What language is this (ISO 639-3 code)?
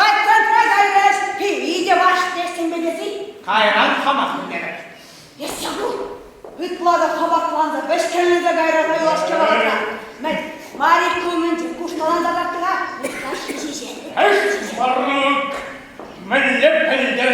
chv